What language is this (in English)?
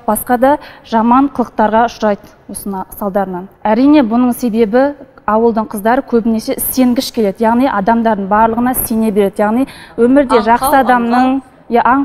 Kazakh